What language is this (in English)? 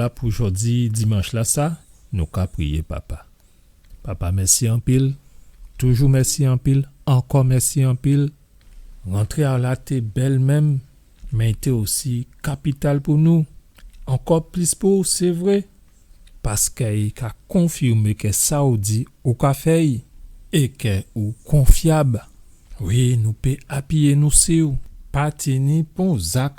Guadeloupean Creole French